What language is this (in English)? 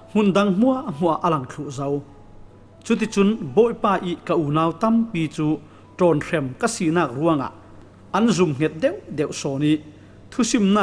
Falam Chin